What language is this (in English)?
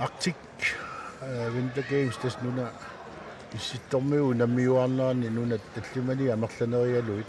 Kalaallisut